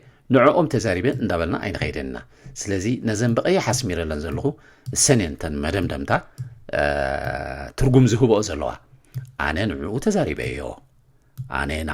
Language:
Tigrinya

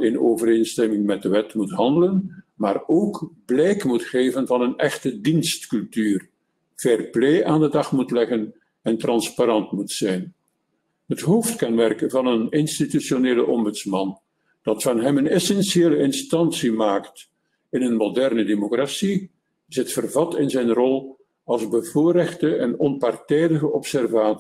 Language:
Dutch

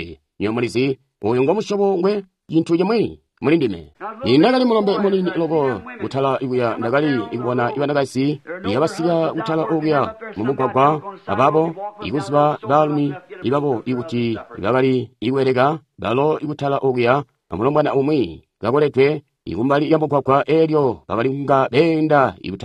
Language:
Tonga (Zambia)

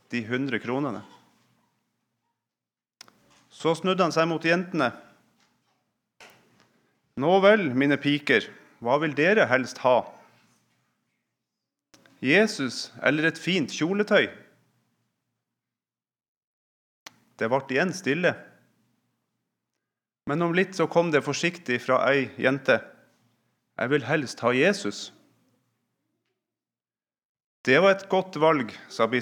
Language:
Norwegian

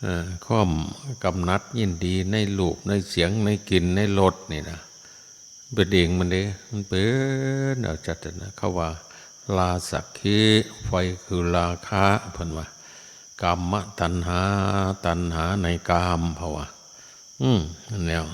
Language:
Northeastern Thai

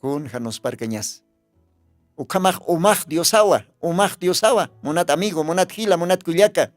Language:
Aymara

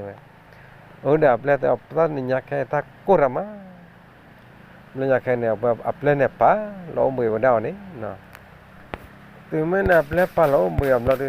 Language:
S'gaw Karen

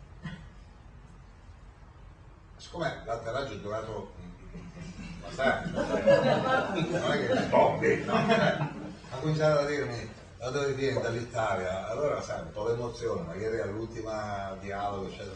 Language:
Italian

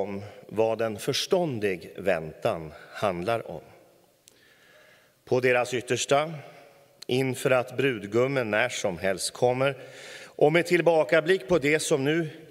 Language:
Swedish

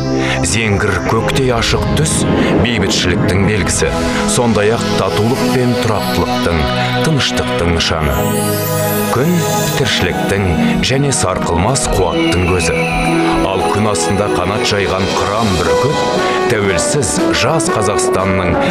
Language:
Kazakh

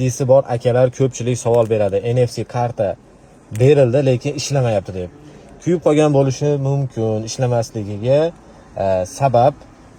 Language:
Uzbek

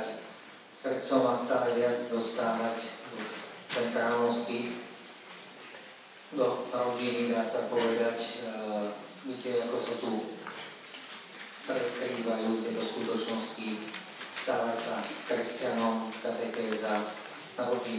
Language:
Slovak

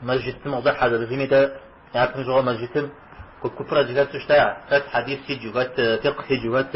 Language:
Kabardian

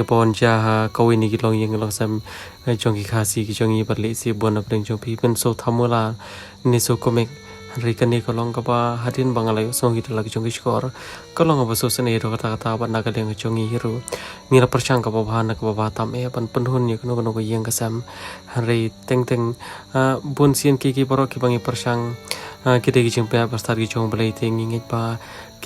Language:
Khasi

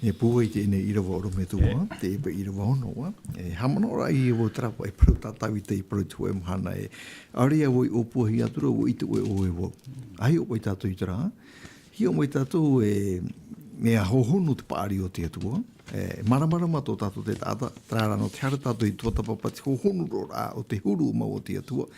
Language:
Tahitian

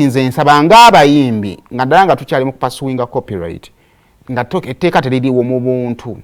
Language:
Ganda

